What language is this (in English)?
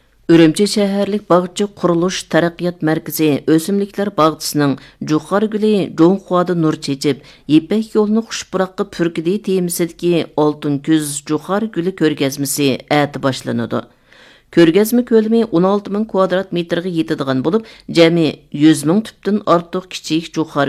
Uyghur